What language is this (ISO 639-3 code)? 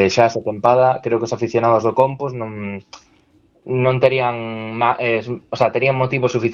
glg